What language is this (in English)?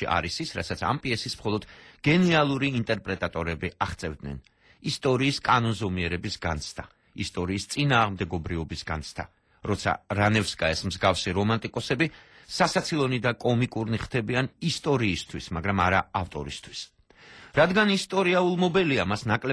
Georgian